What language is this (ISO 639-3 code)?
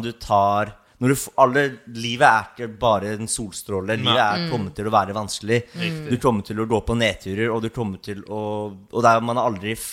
nor